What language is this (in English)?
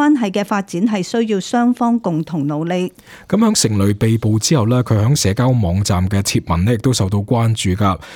Cantonese